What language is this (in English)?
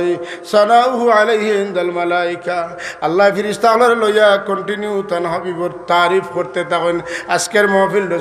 Sylheti